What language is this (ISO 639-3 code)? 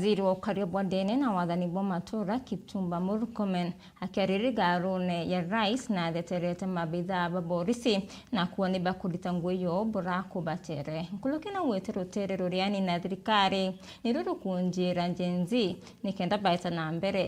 mer